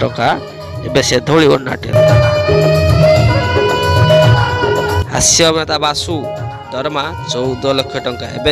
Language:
Odia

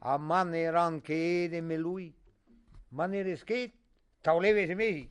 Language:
Breton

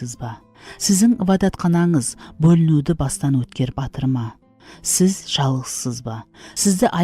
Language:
Kara-Kalpak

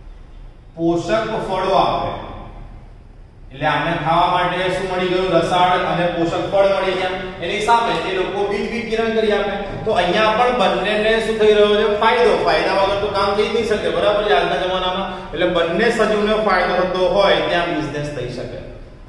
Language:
Gujarati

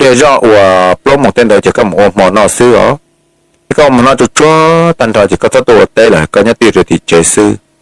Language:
Hmong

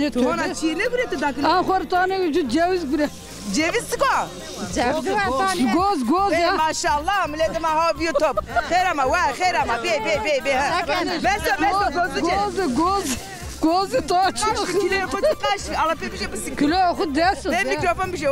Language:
Zaza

